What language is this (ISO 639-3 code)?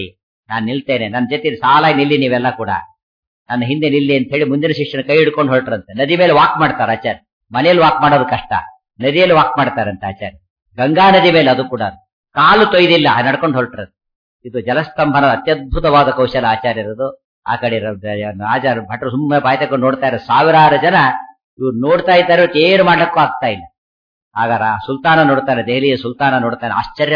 kan